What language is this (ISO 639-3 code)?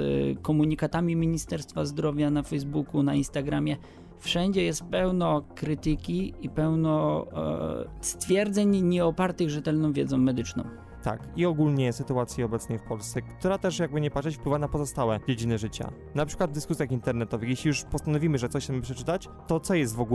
pol